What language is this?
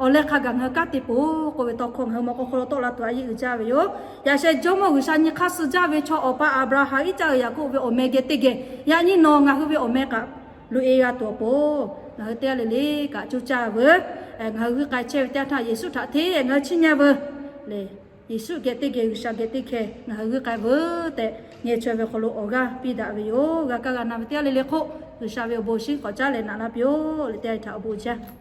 Lahu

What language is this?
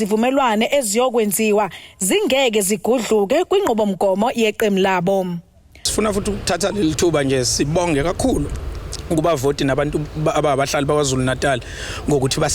Zulu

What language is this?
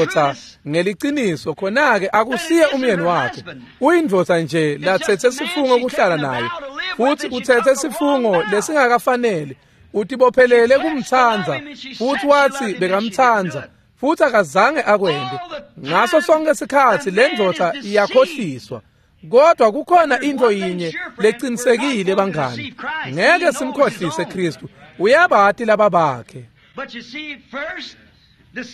Swati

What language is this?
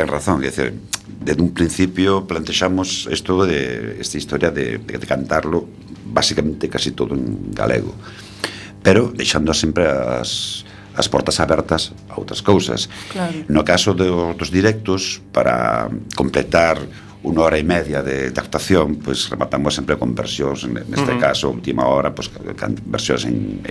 Galician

